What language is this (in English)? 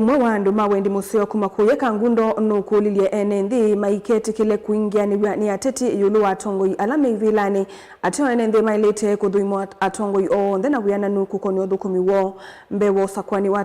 Kamba